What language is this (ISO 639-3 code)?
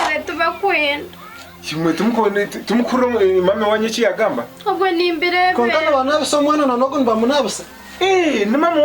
nyn